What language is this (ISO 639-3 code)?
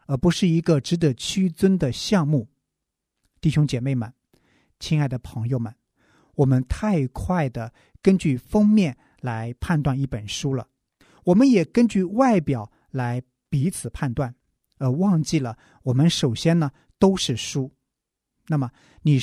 zho